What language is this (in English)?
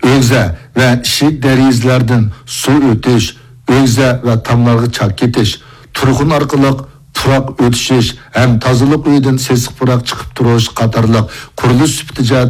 Uyghur